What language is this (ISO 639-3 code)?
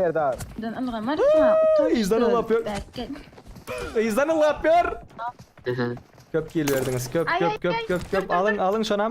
tuk